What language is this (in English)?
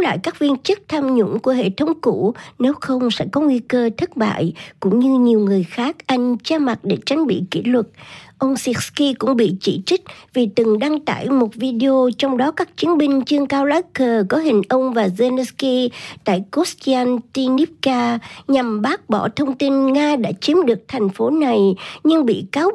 Vietnamese